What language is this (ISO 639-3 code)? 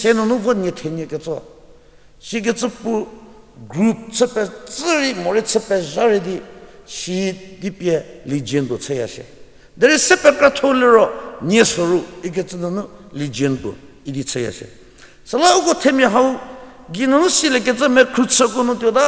njm